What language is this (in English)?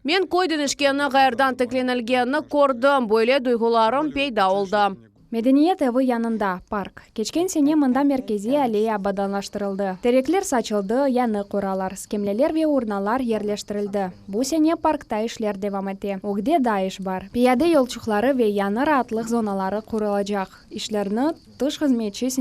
Crimean Tatar